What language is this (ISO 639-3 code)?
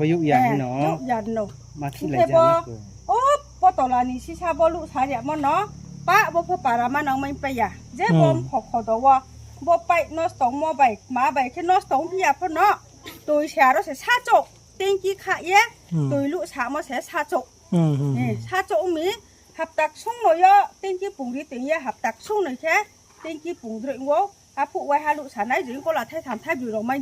ria